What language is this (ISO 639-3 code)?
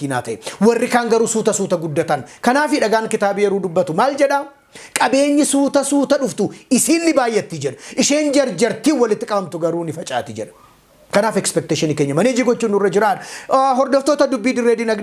orm